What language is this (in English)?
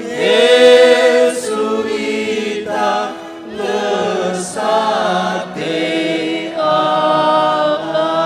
Nias